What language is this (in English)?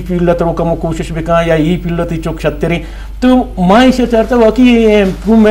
Eastern Balochi